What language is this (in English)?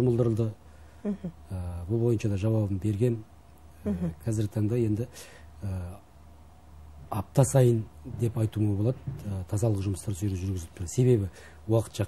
Kazakh